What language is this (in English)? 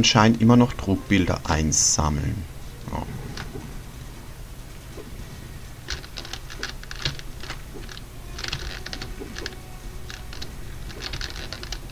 German